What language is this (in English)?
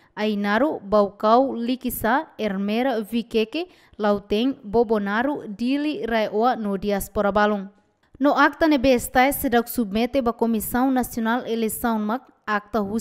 Tetum